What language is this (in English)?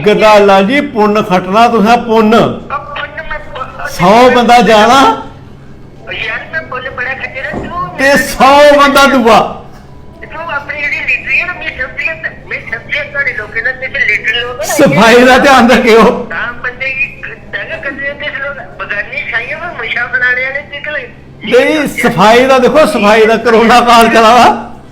Dogri